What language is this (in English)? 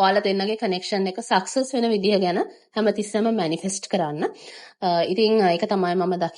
Sinhala